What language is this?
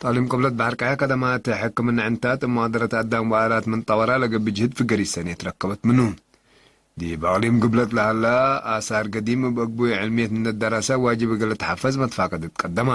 Tigre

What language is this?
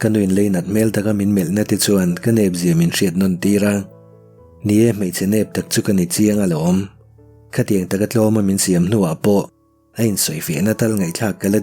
Mizo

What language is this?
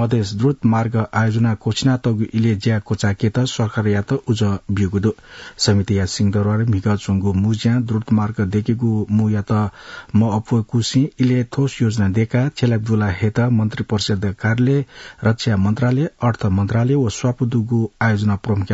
Newari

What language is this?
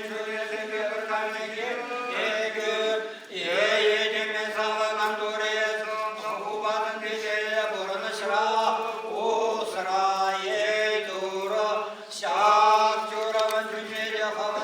Chuvash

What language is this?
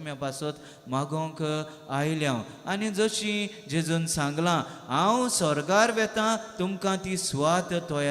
Konkani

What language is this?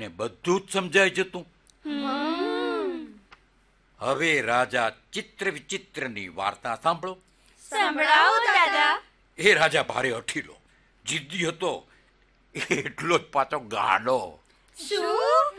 Gujarati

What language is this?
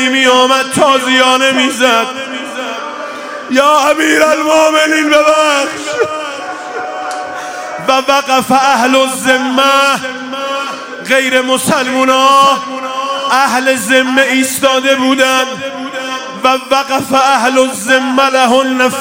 Persian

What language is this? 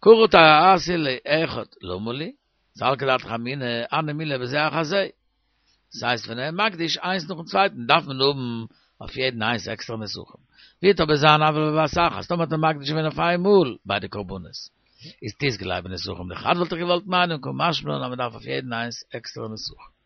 Yiddish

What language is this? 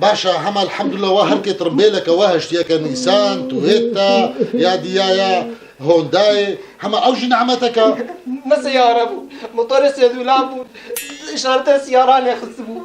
Kurdish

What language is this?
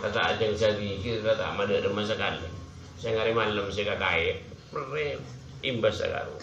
Madurese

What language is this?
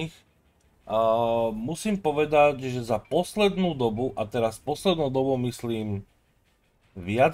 Slovak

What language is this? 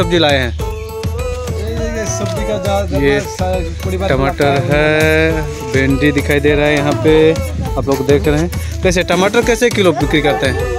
Hindi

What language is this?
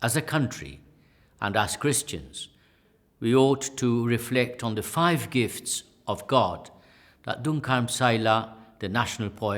English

